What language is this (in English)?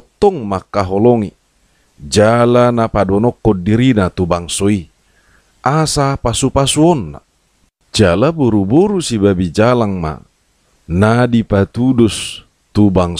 Batak Toba